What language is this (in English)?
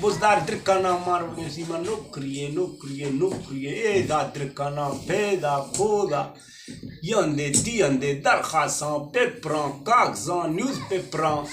Eastern Balochi